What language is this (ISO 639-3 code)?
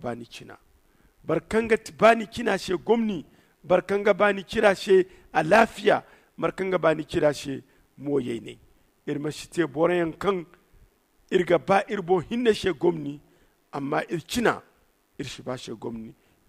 dje